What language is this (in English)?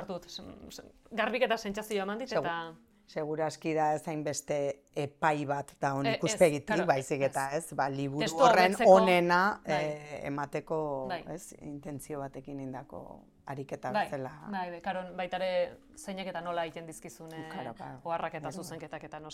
Basque